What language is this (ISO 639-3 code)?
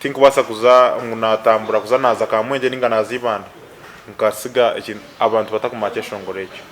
nyn